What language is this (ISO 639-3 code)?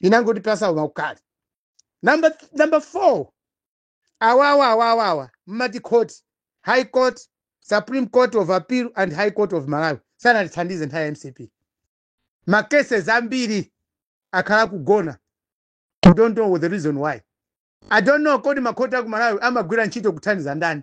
nya